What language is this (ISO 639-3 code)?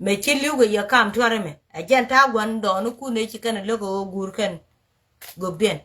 nus